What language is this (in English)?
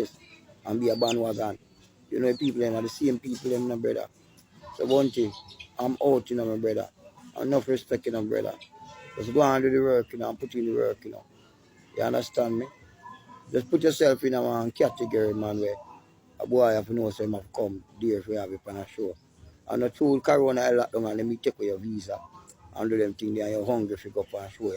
Jamaican Creole English